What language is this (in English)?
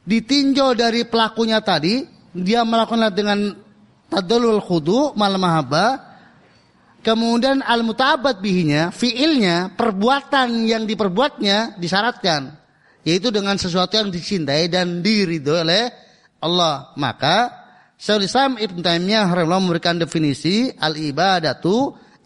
Indonesian